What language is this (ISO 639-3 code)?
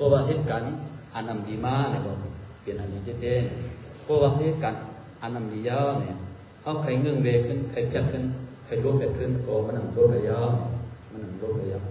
shn